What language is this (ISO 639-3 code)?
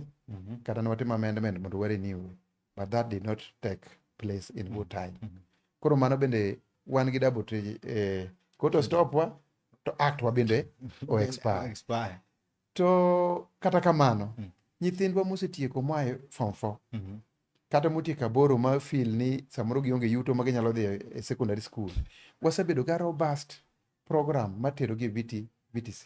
luo